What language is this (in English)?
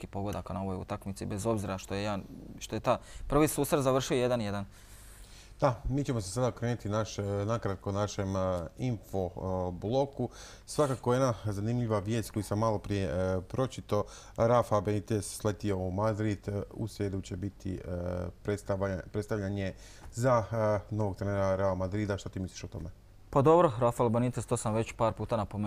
Croatian